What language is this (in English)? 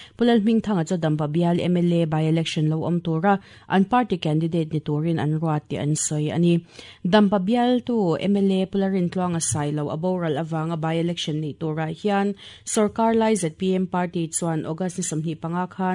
Mizo